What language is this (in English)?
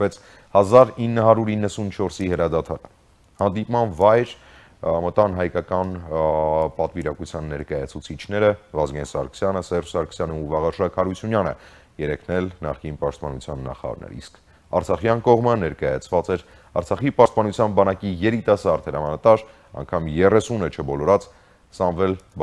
Armenian